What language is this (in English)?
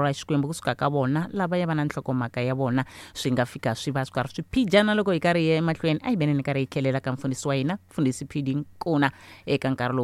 Tsonga